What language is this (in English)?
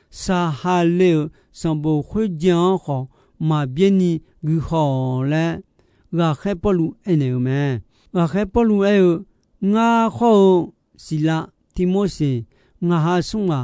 Akha